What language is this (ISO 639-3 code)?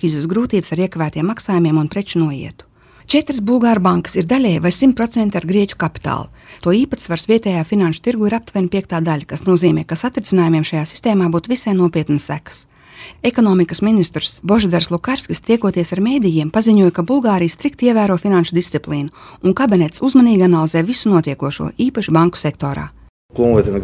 lav